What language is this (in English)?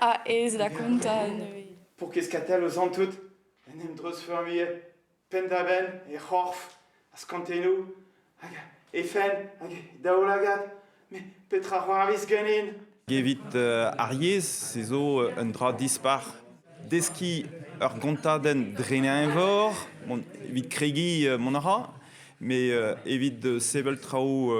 Breton